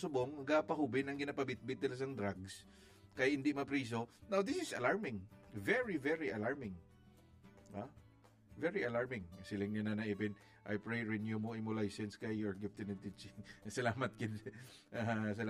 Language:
Hiligaynon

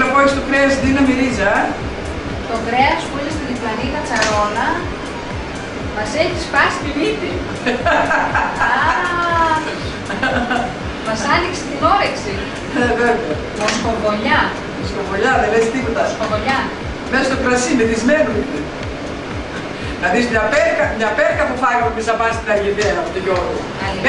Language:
Greek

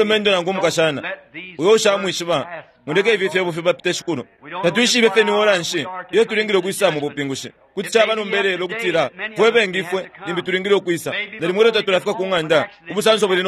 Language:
Bemba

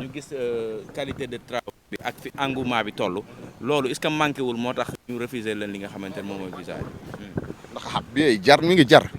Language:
Wolof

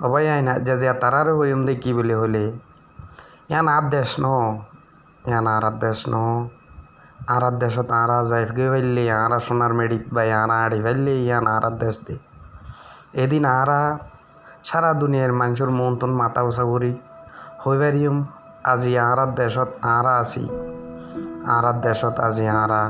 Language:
Rohingya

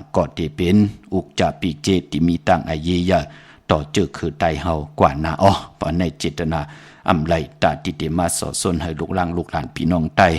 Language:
Shan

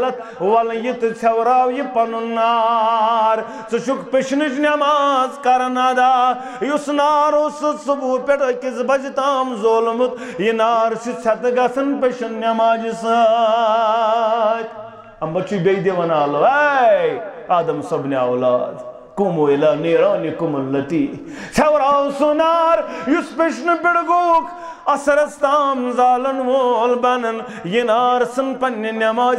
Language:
Kashmiri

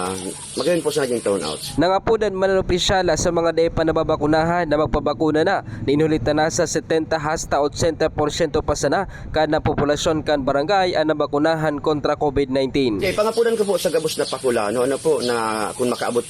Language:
Bikol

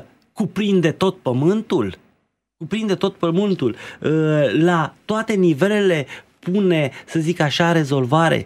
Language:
Romanian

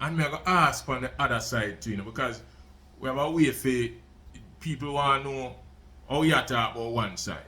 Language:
Jamaican Creole English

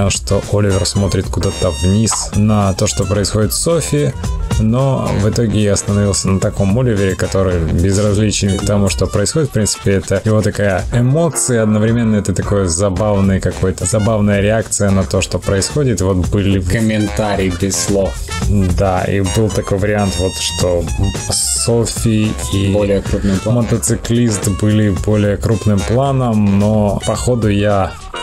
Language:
Russian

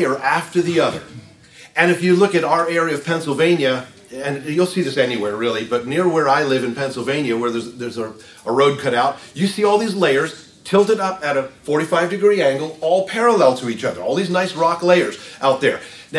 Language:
English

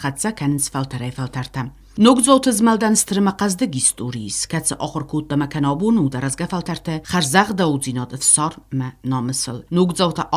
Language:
Ossetic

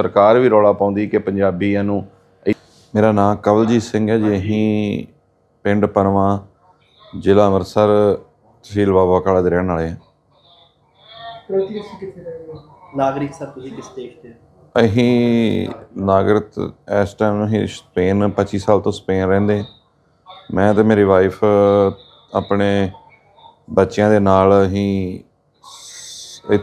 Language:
Punjabi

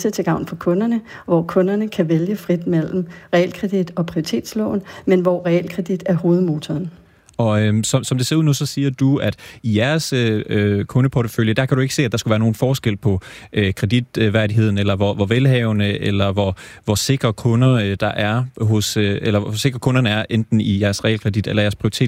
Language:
Danish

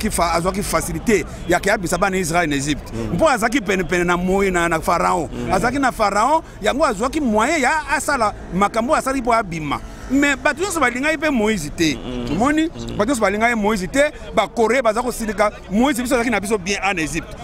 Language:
Lingala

